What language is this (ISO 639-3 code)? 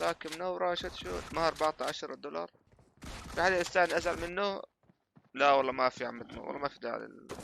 apc